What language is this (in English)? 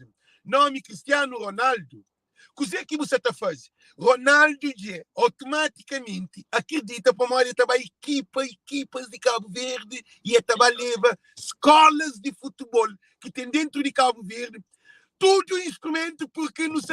Kabuverdianu